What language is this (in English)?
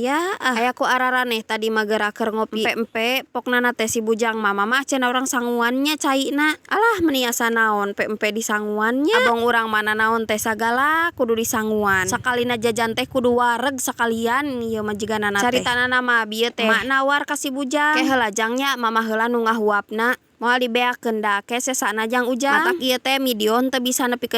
Sundanese